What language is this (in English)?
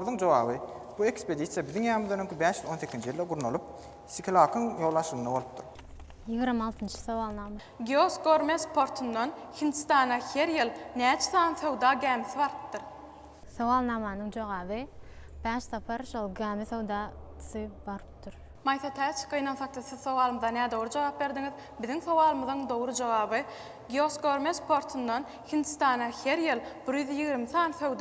Turkmen